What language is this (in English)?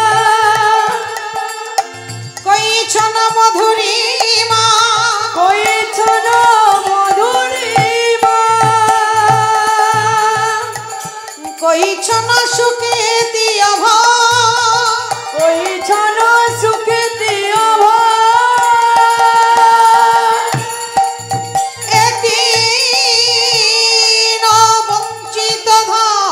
Bangla